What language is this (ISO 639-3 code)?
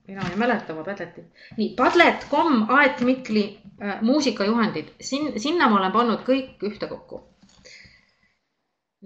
est